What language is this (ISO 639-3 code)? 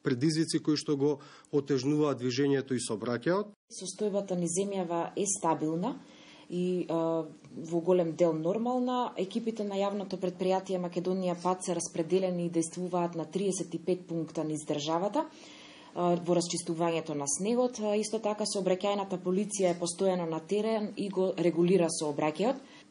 mkd